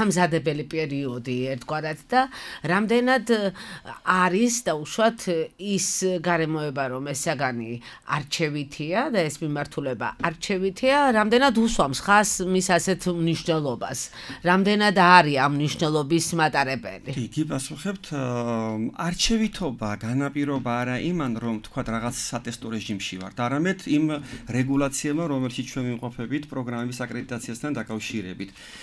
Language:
Georgian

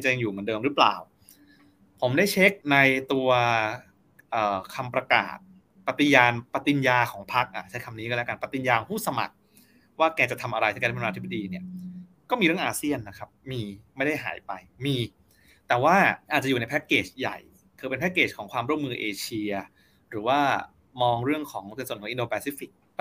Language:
Thai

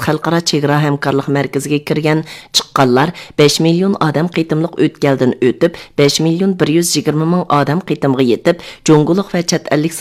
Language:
Uyghur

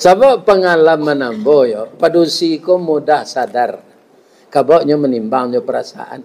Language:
Minangkabau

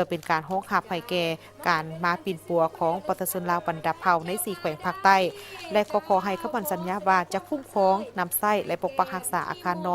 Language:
Lao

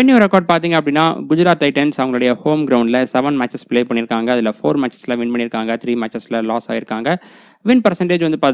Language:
Tamil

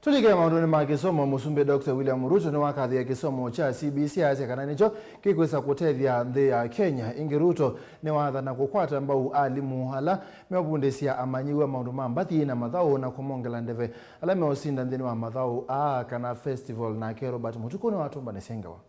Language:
Kamba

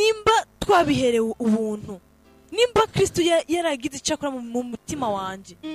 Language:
Rundi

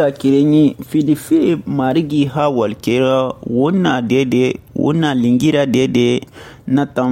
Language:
Susu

